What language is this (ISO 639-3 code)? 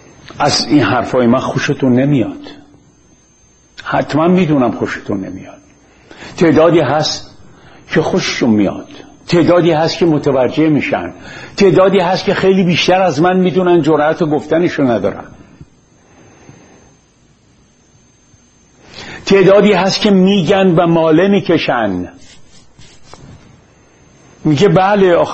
fas